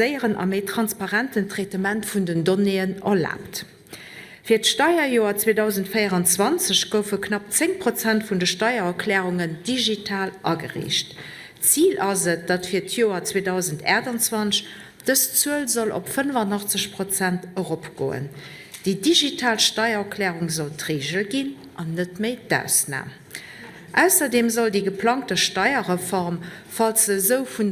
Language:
Luxembourgish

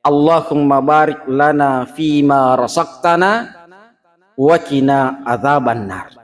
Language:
Buginese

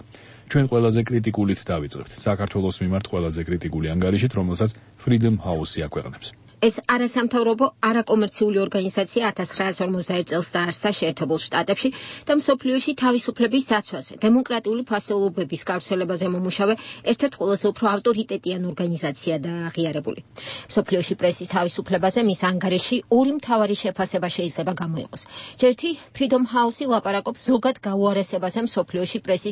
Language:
Georgian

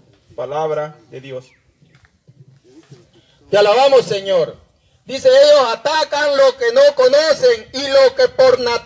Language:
Spanish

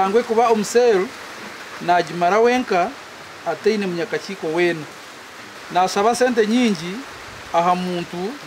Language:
Nyankole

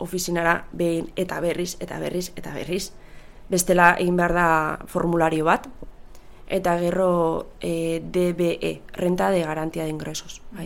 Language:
Basque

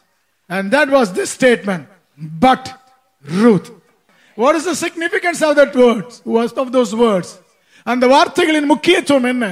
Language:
Tamil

